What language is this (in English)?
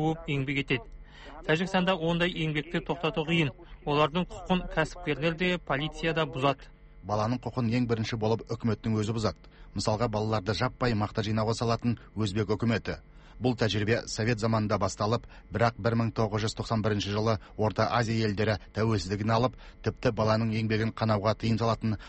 Kazakh